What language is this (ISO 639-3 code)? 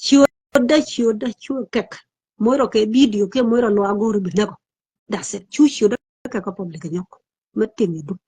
nus